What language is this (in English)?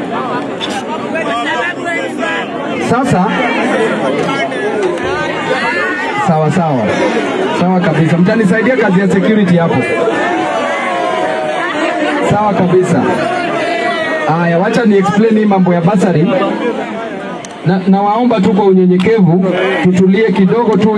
Swahili